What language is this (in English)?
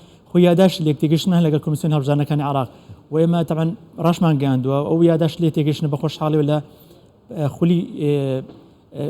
Central Kurdish